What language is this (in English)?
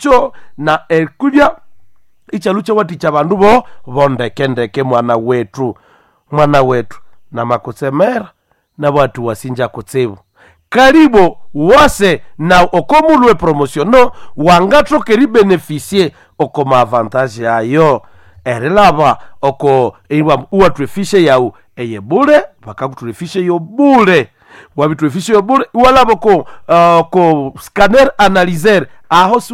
Nande